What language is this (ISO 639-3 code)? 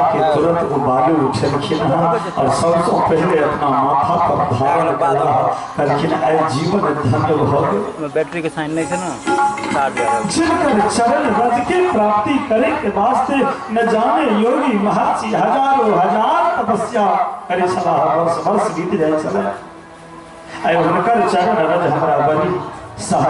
mai